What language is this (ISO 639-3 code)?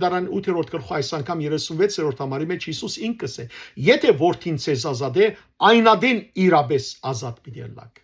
hyw